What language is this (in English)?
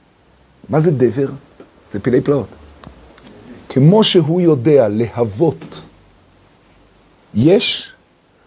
Hebrew